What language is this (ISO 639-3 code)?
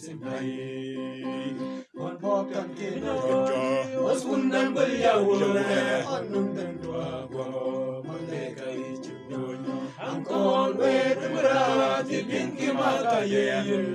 mfz